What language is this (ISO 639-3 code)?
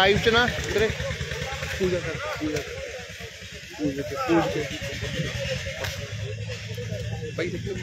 pan